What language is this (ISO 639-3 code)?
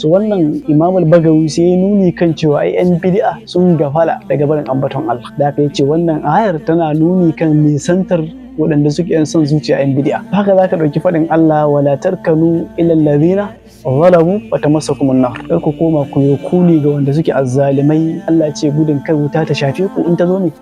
hau